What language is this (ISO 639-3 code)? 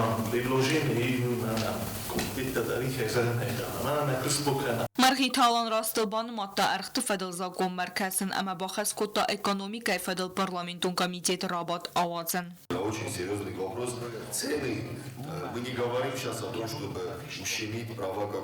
oss